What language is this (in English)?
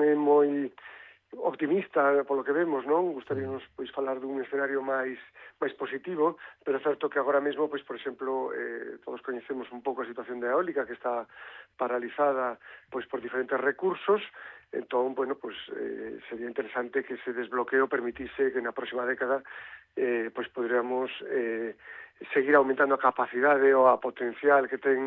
Galician